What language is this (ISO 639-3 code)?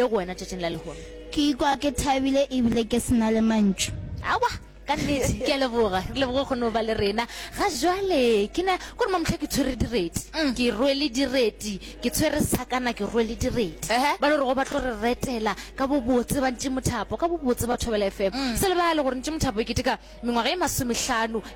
nso